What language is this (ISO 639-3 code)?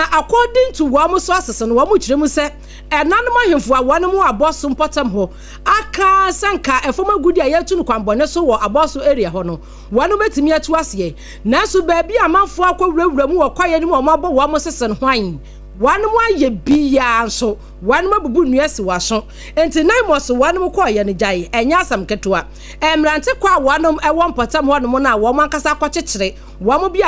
aka